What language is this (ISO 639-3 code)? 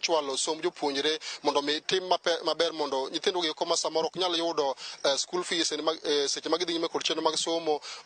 luo